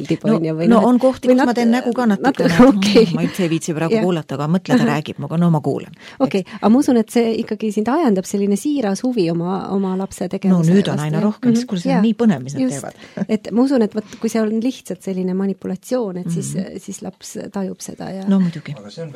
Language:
Estonian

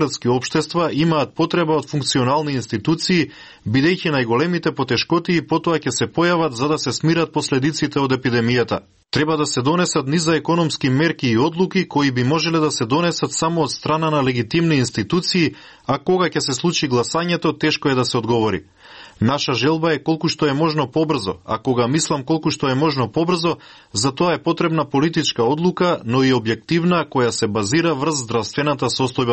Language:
Macedonian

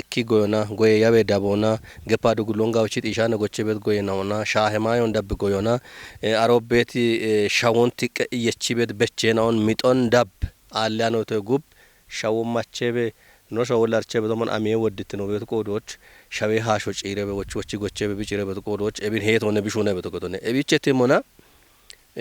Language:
Kafa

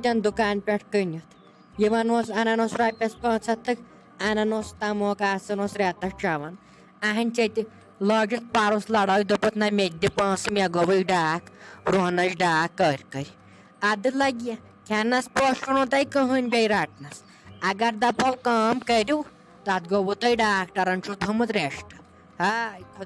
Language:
Kashmiri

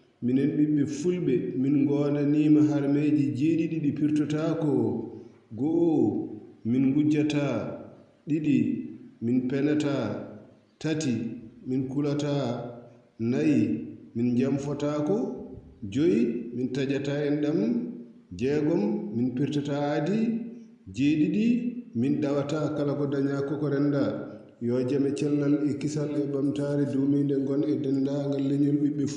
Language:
Fula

